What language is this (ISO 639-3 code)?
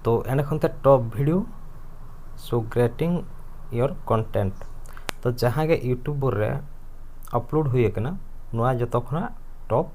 sat